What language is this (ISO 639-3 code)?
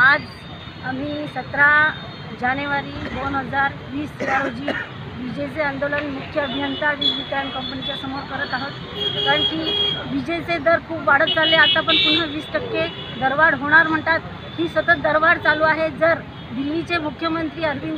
mar